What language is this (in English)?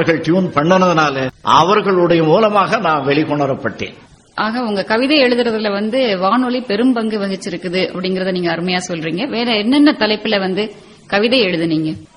Tamil